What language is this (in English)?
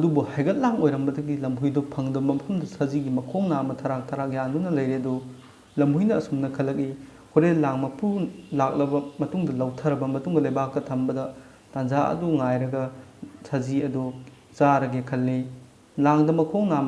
Manipuri